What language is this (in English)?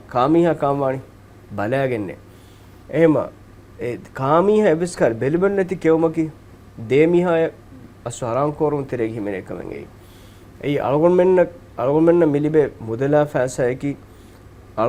Divehi